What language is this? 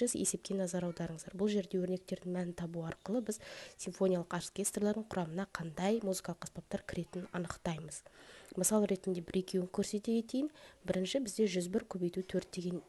Kazakh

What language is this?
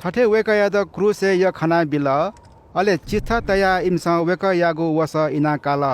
Newari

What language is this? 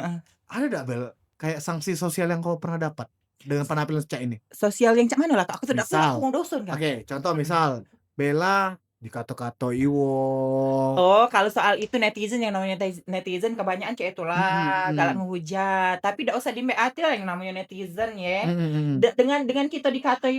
Musi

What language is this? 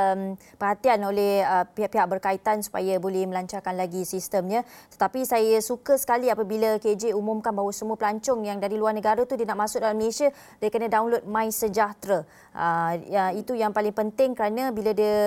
Malay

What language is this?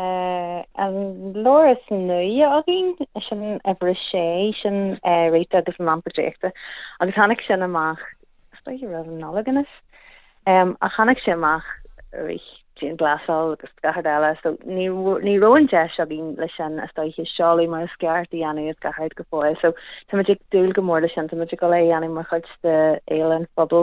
Irish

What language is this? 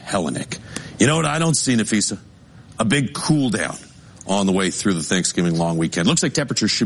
English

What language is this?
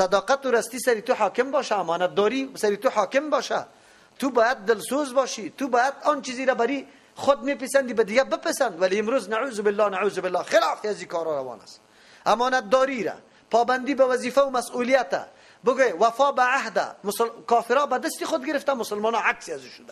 Persian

